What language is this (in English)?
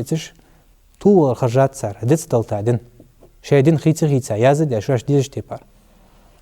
Ingush